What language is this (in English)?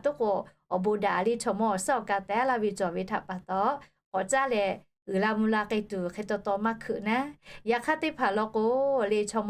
Lahu